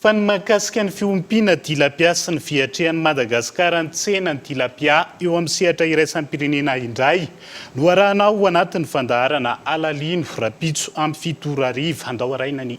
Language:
Malagasy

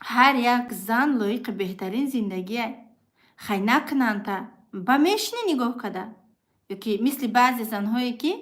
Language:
Tajik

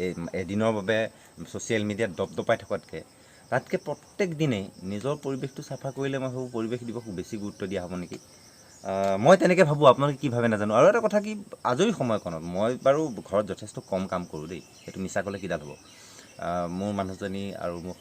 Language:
Assamese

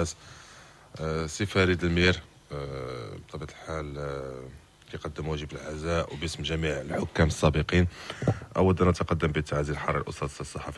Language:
Moroccan Arabic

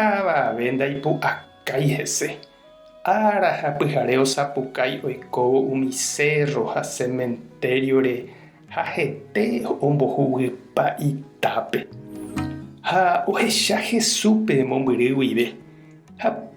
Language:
Guarani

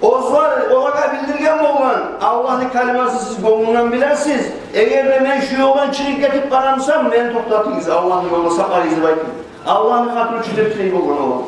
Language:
Kumyk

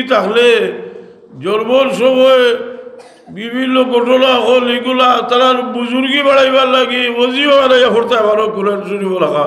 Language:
Sylheti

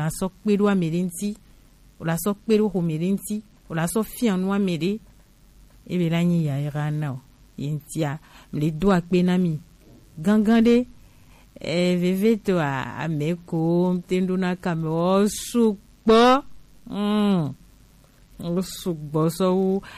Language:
Gen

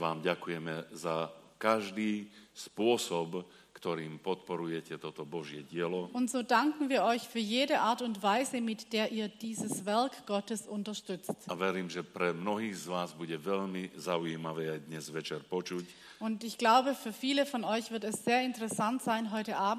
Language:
Slovak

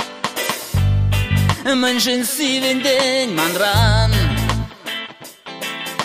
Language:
Chuvash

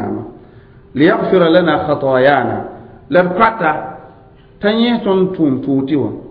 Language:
Mossi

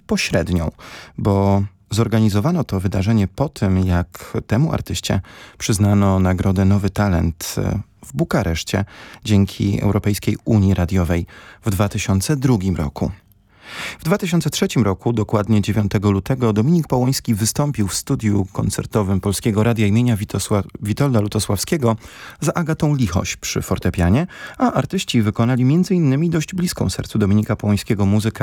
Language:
Polish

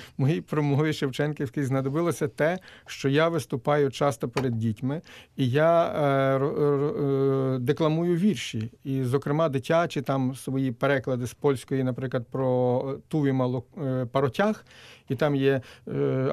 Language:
Ukrainian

